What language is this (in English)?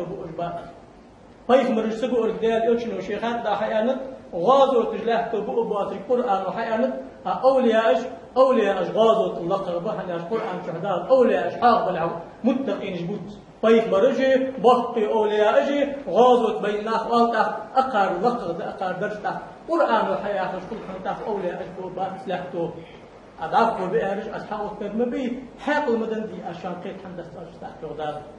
Ingush